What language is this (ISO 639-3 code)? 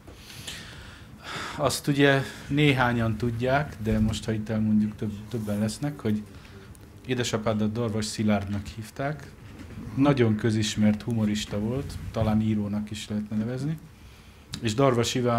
hun